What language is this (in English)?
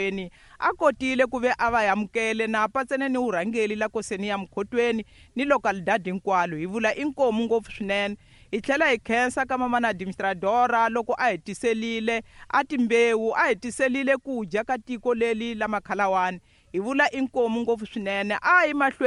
Tsonga